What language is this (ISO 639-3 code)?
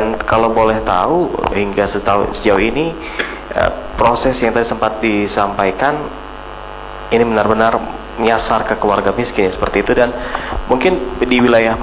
ind